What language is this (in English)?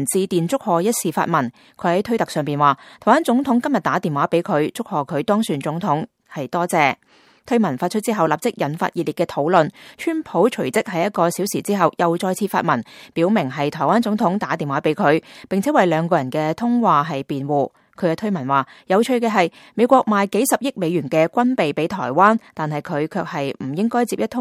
Cantonese